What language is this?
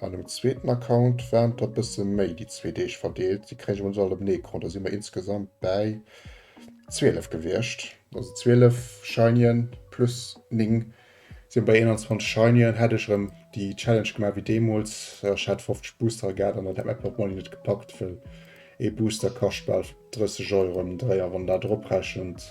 Luxembourgish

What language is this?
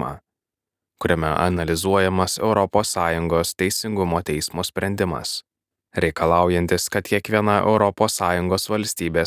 Lithuanian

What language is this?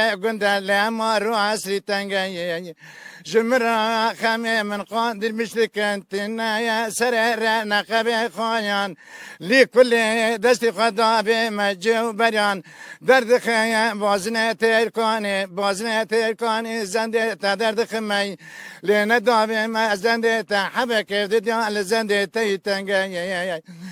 Kurdish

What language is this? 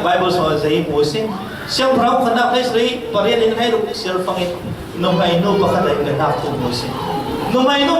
Falam Chin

